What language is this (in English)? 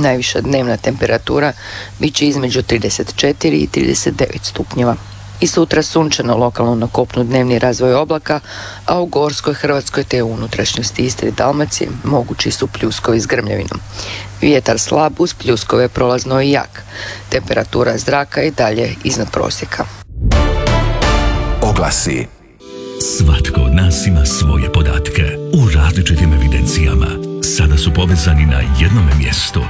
Croatian